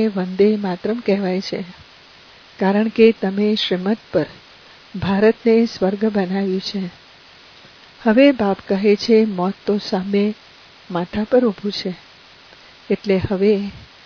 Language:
Gujarati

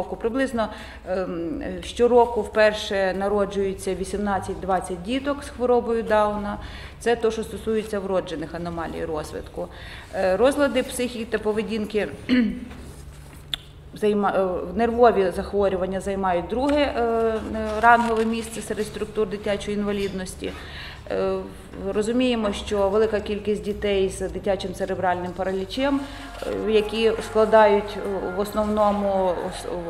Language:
Ukrainian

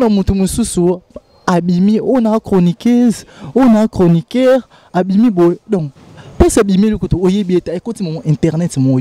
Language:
Lingala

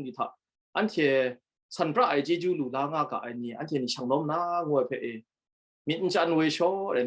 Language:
Kachin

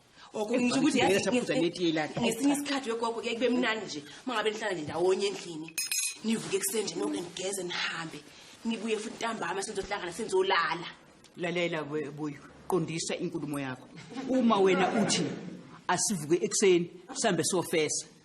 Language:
Zulu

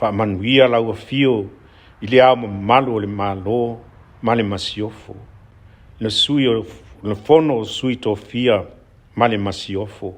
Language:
Samoan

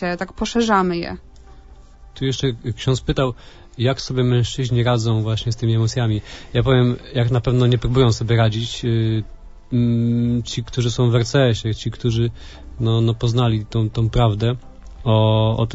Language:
Polish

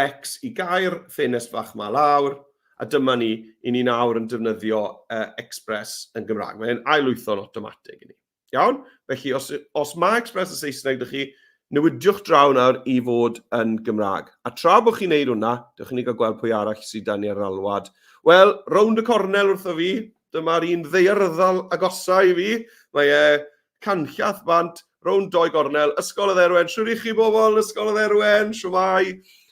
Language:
Welsh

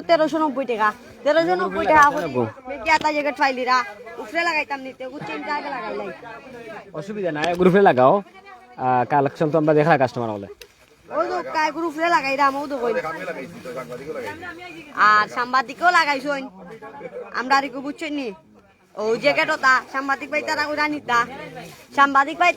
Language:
Sylheti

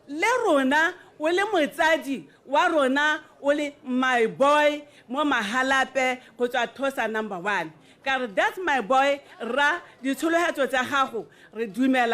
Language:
Tswana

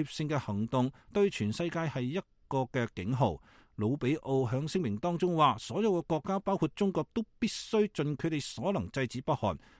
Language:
Cantonese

